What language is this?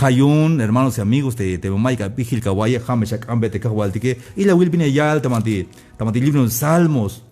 Tzeltal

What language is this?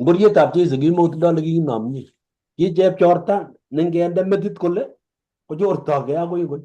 Kalenjin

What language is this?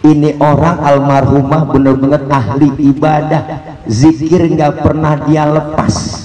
Betawi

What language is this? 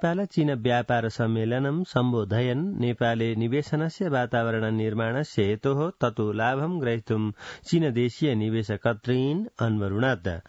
Sanskrit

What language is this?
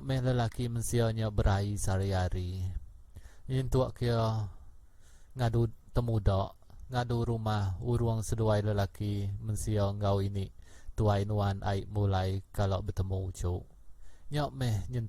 Iban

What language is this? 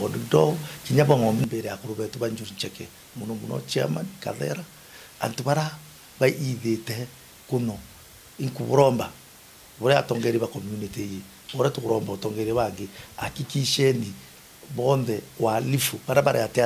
Meru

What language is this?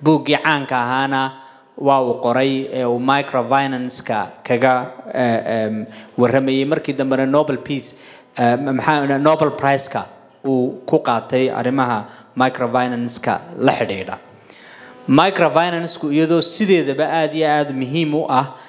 Somali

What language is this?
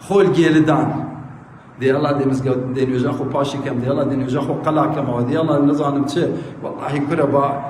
Kurdish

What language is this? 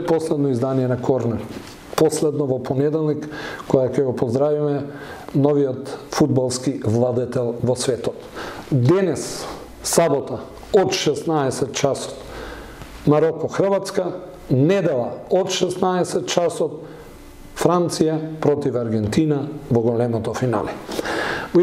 Macedonian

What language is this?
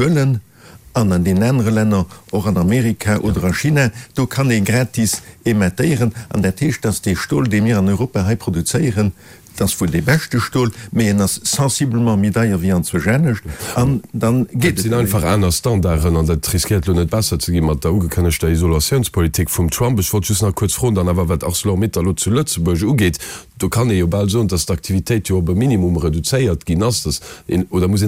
Luxembourgish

